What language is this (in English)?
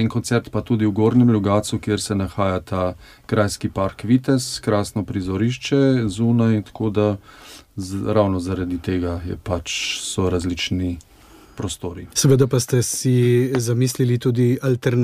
Slovenian